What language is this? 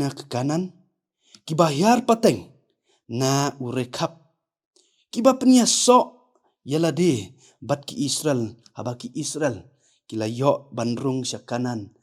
Khasi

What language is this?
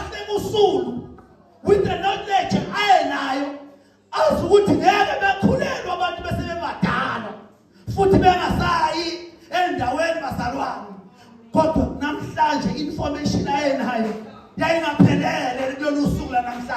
Zulu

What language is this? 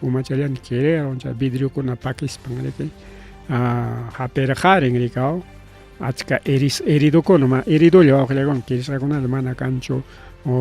Ayacucho Quechua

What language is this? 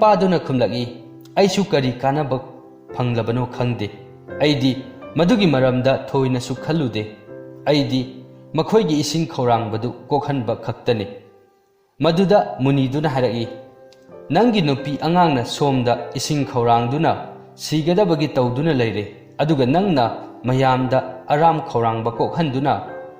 Manipuri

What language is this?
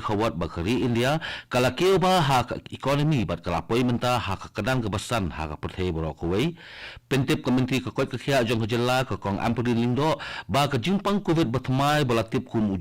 Khasi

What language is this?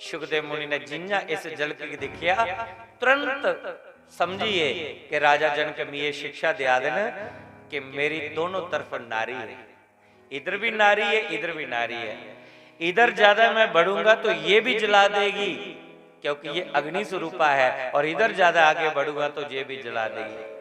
Dogri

